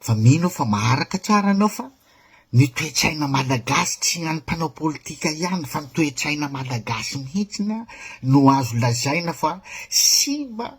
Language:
Malagasy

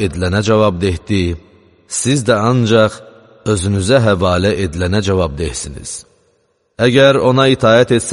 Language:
Azerbaijani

